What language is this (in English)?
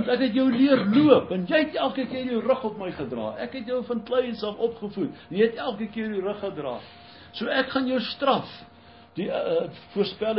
Afrikaans